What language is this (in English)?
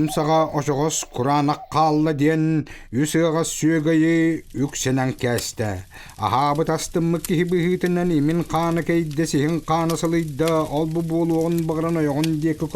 Yakut